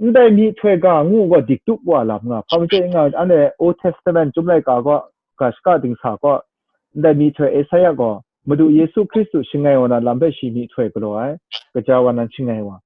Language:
Kachin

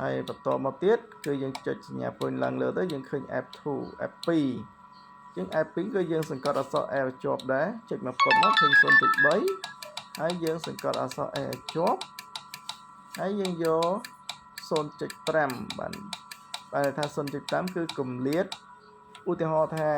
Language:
Khmer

